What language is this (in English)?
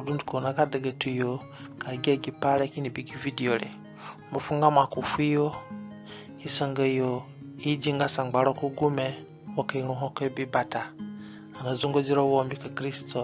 Zande (individual language)